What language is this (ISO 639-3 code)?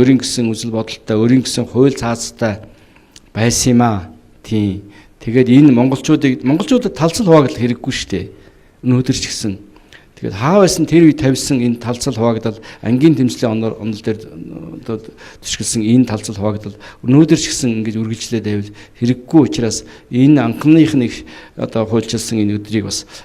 mon